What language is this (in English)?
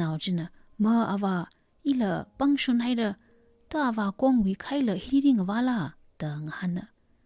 Tangkhul Naga (India)